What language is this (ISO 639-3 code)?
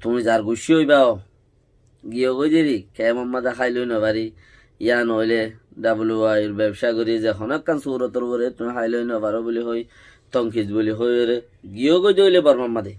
rhg